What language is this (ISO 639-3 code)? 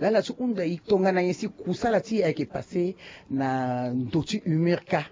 sag